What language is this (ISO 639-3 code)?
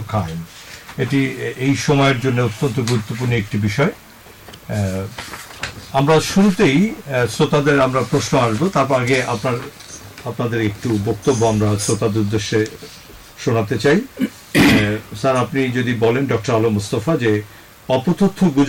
ben